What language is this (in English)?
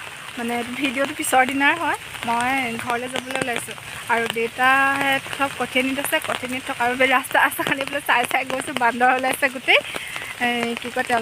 Assamese